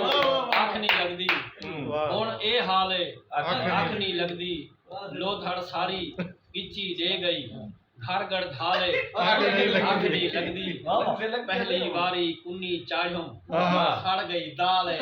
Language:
Saraiki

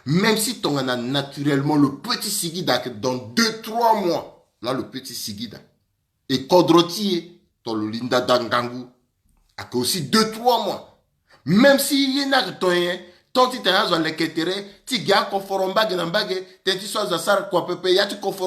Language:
Sango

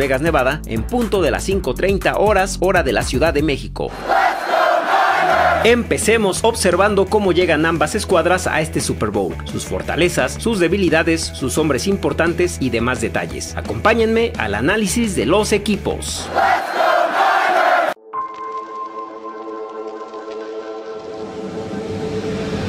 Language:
Spanish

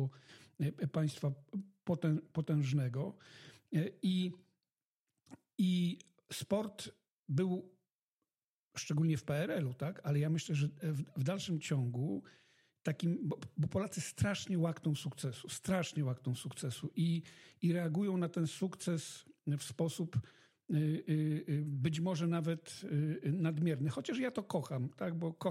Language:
Polish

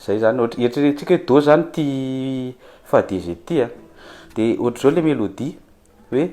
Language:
Malagasy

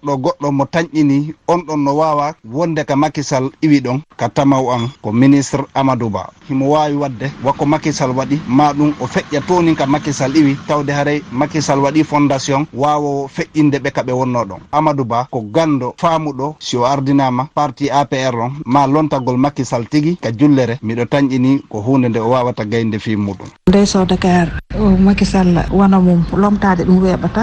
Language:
Fula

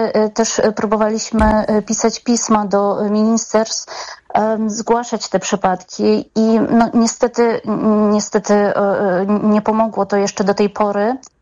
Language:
Polish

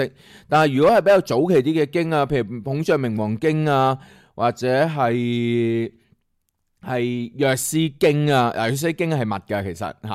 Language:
Cantonese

